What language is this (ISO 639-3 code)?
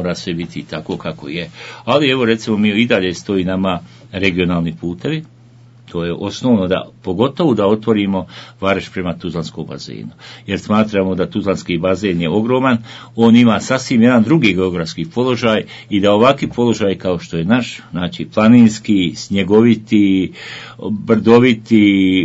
bos